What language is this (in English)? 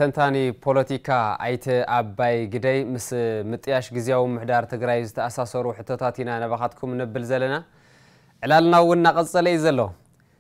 Tigrinya